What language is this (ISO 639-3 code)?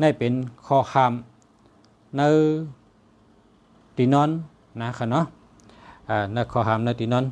shn